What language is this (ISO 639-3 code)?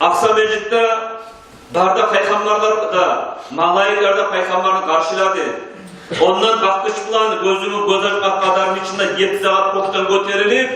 kum